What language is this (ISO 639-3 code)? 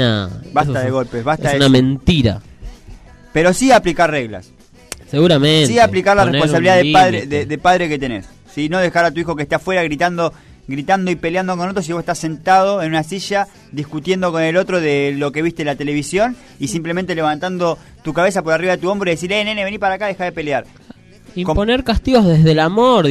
spa